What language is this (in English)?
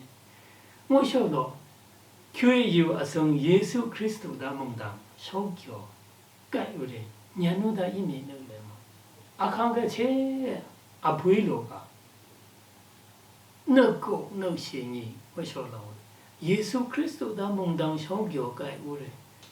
Lashi